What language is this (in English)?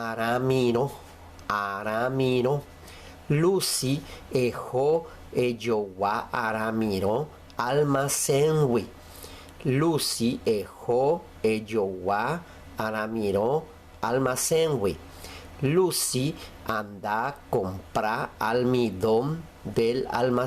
Guarani